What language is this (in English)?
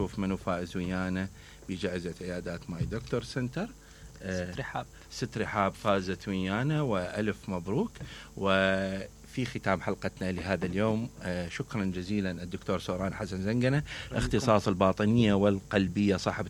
Mesopotamian Arabic